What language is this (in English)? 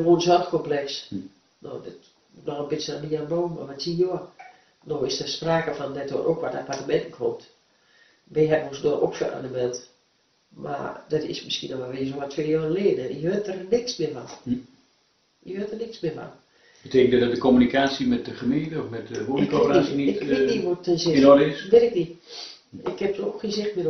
Dutch